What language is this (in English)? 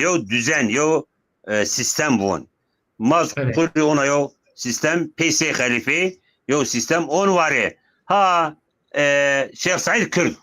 Zaza